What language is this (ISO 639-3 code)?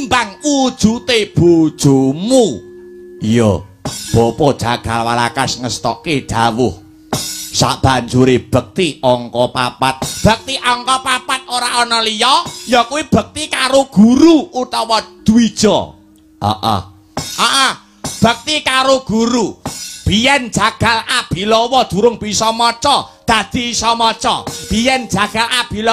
jav